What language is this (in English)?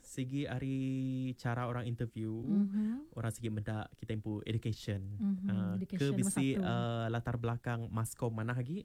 Iban